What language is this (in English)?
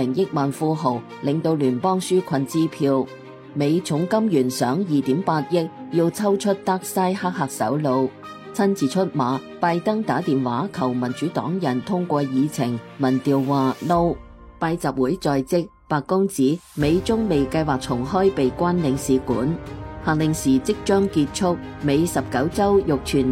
Cantonese